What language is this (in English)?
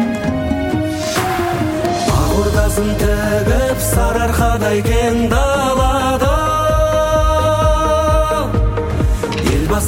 Kazakh